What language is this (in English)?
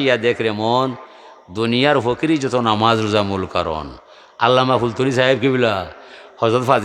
Sylheti